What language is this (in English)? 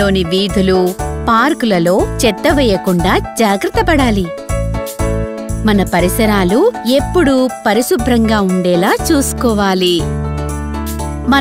Telugu